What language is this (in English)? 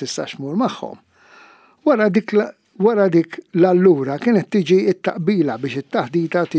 Maltese